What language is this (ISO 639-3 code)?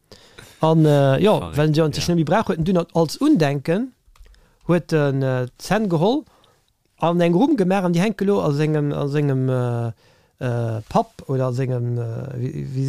ltz